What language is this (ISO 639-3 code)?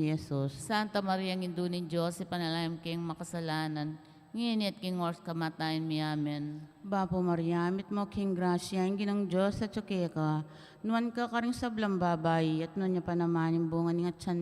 pam